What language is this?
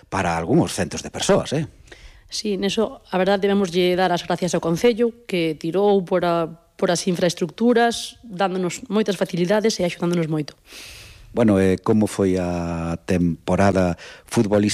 Galician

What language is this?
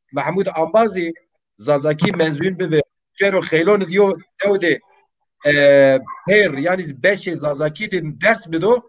Zaza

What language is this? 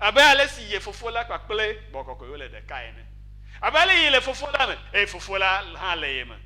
Ewe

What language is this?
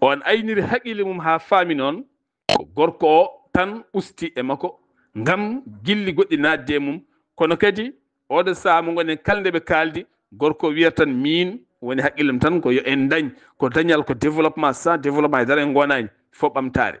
Fula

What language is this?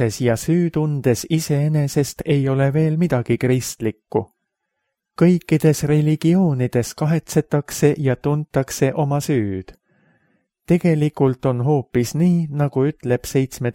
Estonian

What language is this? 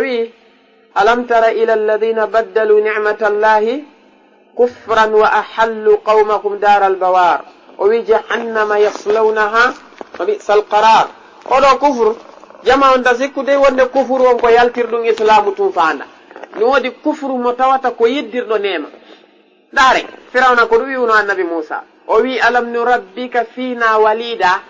Fula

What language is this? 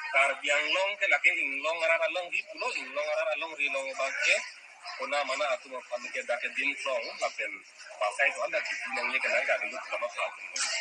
Karbi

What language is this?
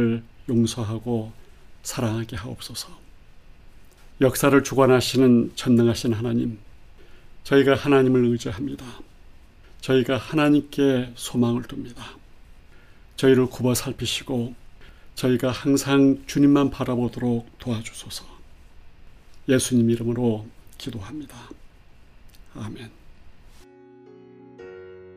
Korean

